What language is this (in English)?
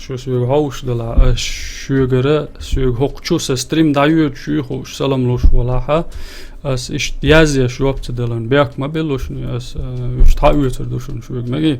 Chechen